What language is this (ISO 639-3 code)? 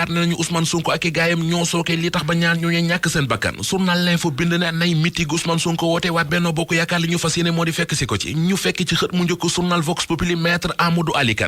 wol